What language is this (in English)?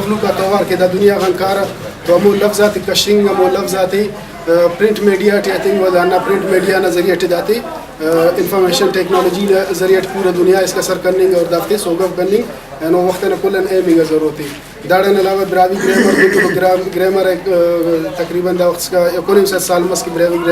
Brahui